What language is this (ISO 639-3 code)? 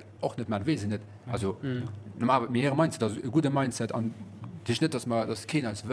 ltz